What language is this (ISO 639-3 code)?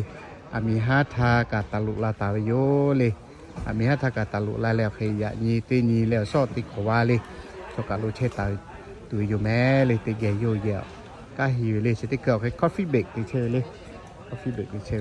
lhu